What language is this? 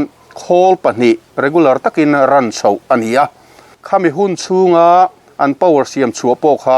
Mizo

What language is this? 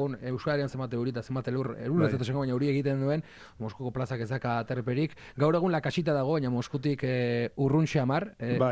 Basque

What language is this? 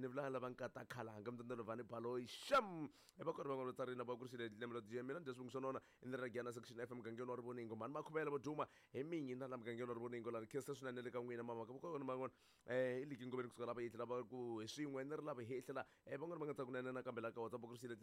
Tsonga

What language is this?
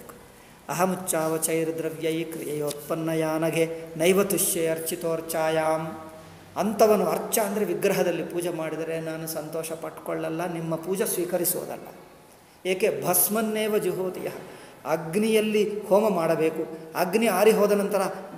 Kannada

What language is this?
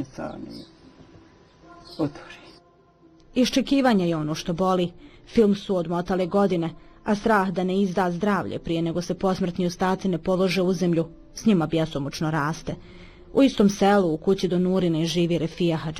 Bosnian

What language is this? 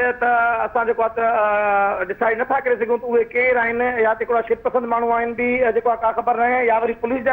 Sindhi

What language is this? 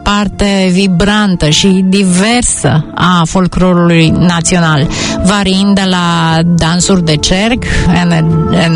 Romanian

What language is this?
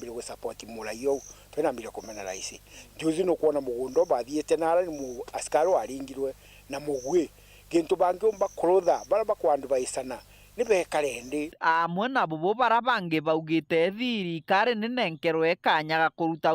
Meru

